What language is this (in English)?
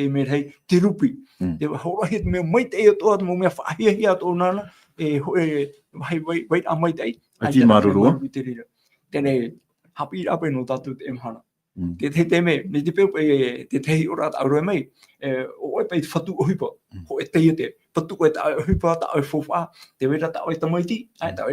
Tahitian